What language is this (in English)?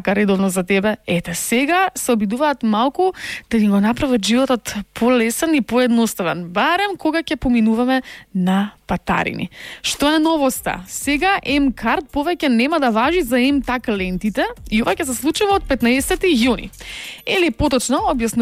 Macedonian